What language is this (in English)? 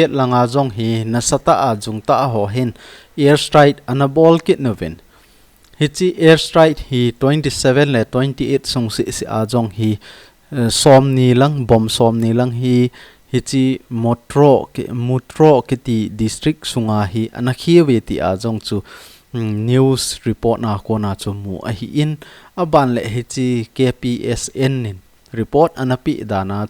Thado Chin